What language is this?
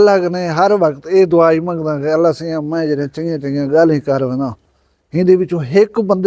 Saraiki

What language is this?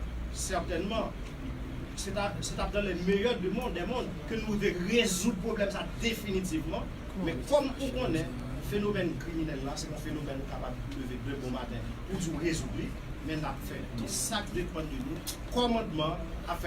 Haitian Creole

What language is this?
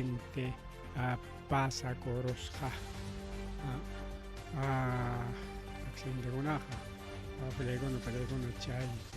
Ayacucho Quechua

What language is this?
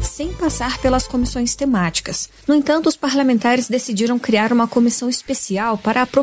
Portuguese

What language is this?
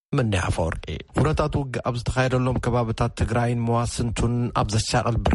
Tigrinya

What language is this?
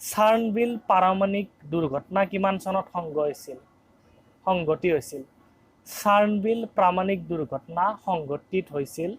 Assamese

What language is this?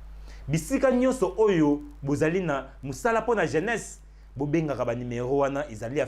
Lingala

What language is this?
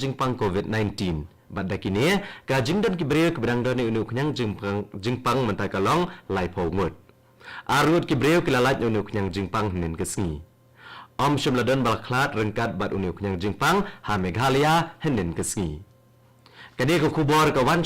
Khasi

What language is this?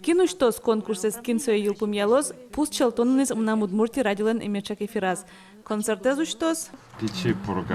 Udmurt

